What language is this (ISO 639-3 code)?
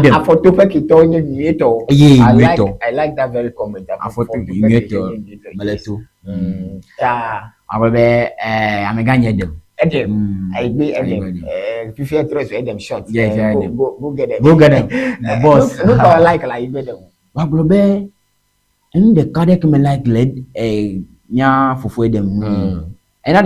ewe